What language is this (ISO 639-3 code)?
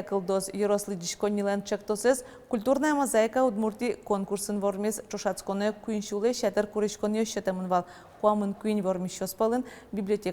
udm